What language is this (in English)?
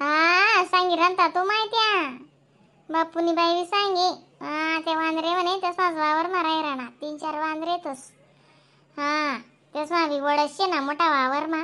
Khandesi